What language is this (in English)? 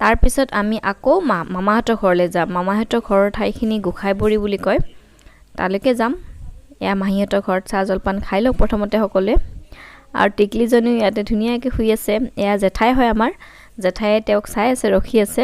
Assamese